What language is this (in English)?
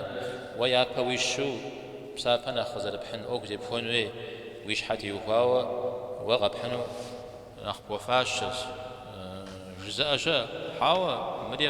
Kabardian